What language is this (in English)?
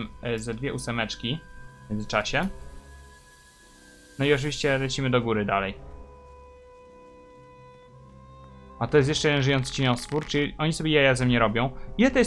Polish